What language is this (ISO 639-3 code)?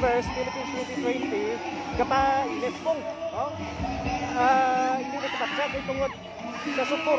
hil